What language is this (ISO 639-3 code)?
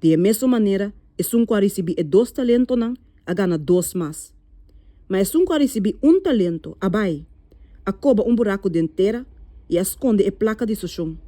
pap